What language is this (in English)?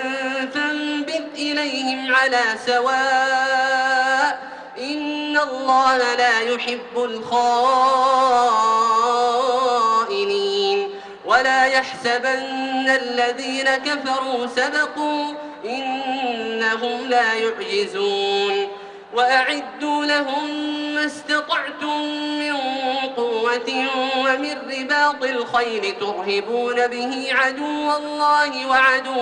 Arabic